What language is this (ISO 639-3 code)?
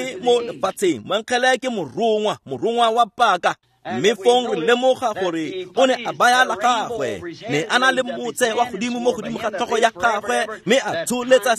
tsn